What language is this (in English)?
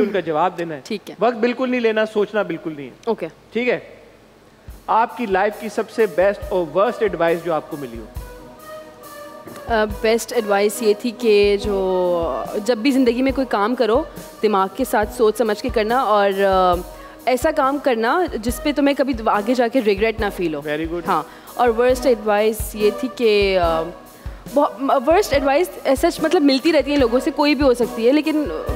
Hindi